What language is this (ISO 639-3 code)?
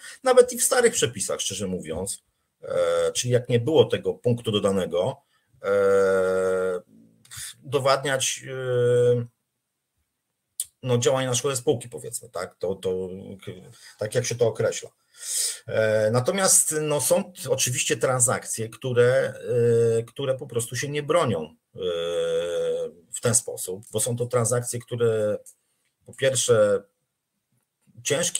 pol